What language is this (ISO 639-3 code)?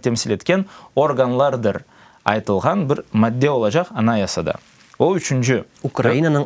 crh